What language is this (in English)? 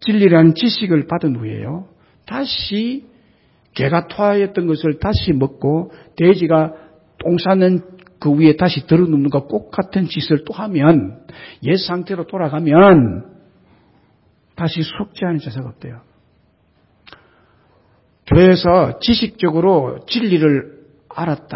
Korean